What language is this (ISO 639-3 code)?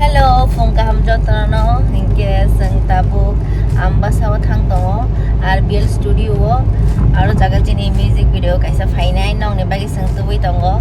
trp